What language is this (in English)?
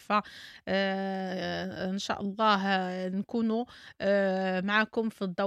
Moroccan Arabic